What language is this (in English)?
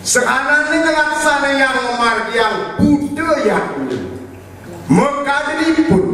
Balinese